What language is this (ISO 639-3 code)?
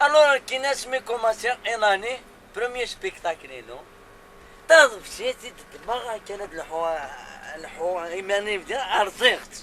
kab